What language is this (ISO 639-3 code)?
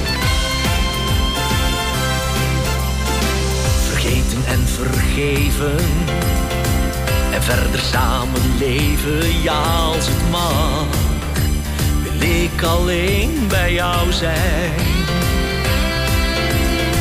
nld